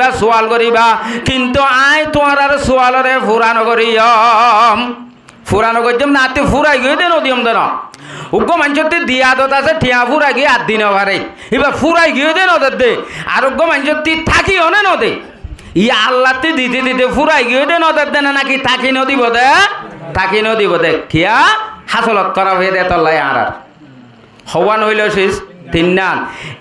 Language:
Rohingya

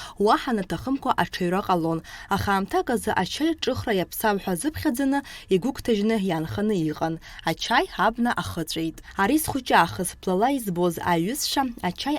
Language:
Abkhazian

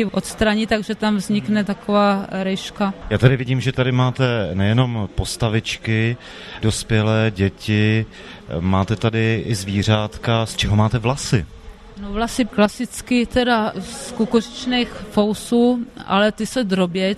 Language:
Czech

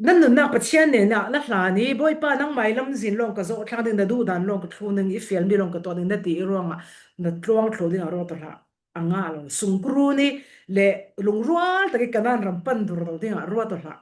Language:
Falam Chin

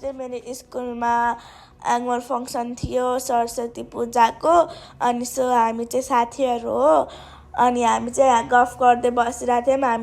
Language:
Nepali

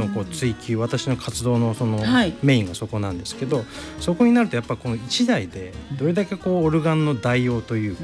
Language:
Japanese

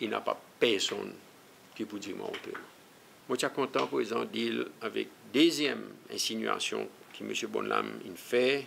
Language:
Seselwa Creole French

